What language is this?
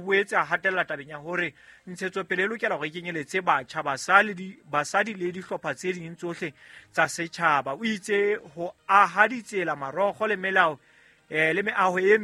Southern Sotho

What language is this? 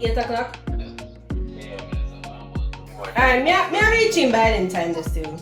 Jamaican Creole English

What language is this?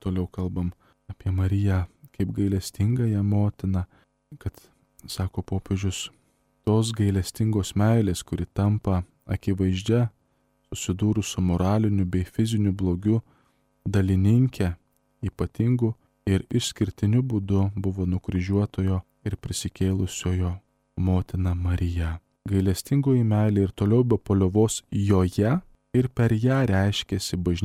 Lithuanian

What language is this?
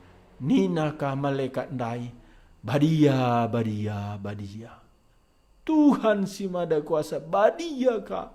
Batak Karo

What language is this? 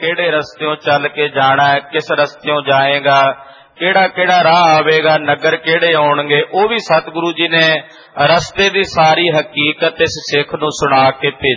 Punjabi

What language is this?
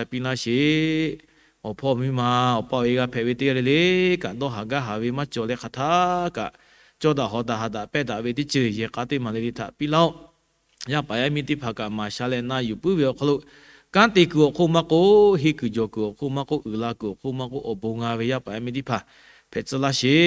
Lahu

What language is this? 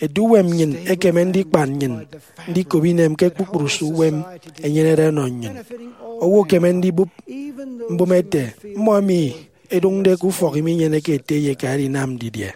Efik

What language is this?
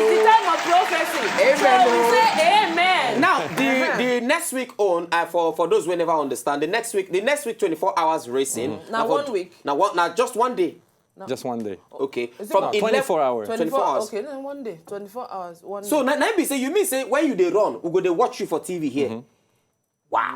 Nigerian Pidgin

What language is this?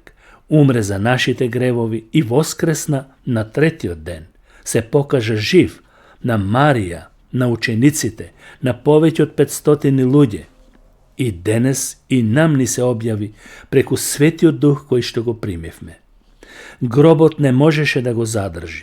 Macedonian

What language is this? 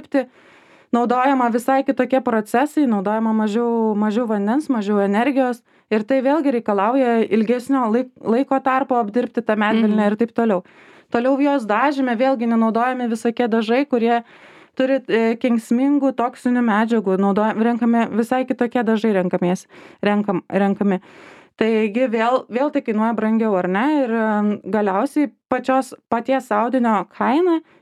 Lithuanian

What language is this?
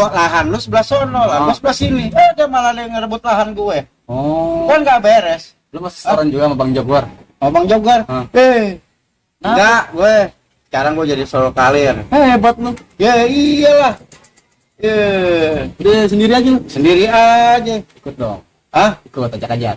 Betawi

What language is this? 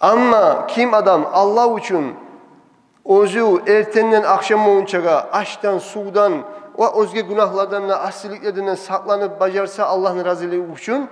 Kumyk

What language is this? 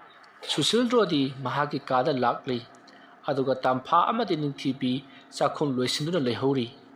Manipuri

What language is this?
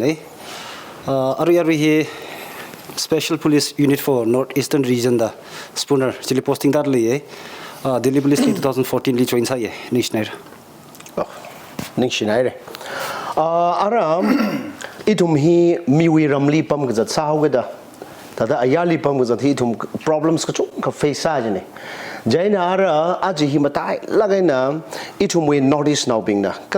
Tangkhul Naga (India)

